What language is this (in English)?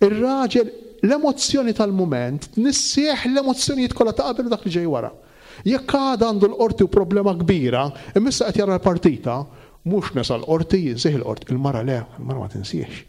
Maltese